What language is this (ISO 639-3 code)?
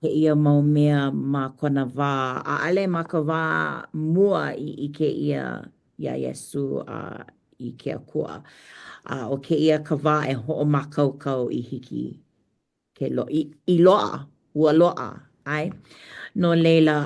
haw